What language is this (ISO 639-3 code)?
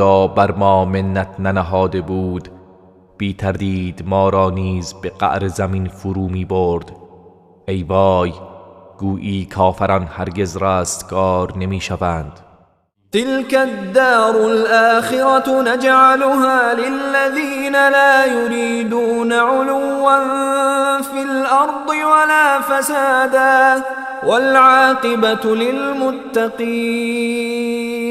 tgk